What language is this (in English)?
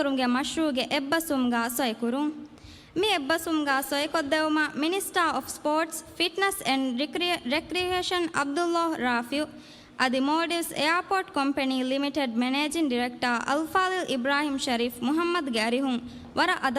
Divehi